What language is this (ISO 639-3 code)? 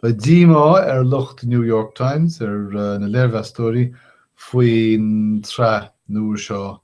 gle